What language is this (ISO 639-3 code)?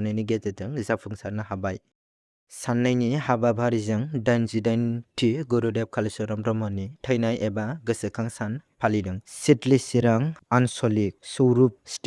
brx